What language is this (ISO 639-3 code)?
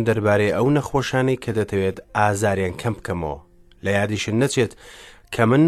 ckb